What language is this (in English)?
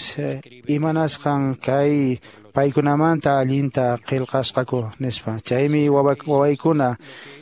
Quechua